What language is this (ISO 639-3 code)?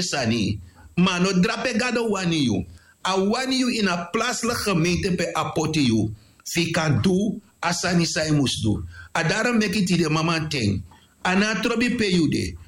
srn